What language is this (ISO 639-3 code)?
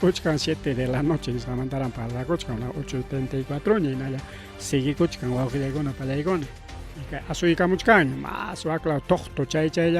quy